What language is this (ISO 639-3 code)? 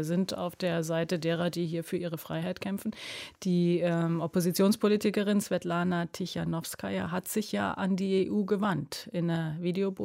deu